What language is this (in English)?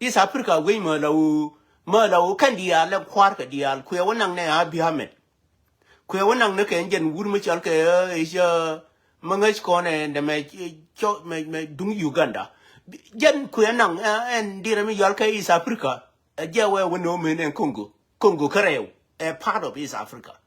Nuer